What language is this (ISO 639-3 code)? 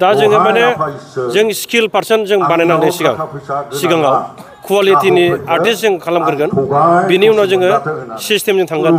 brx